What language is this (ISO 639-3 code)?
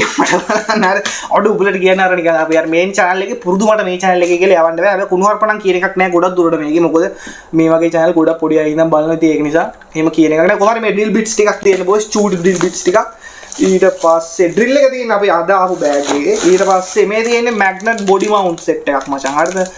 sin